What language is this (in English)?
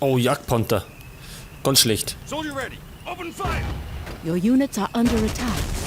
Bavarian